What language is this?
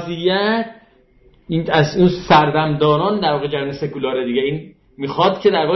Persian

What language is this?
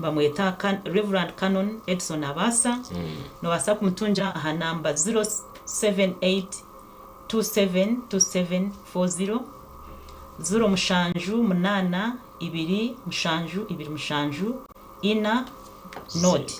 Nyankole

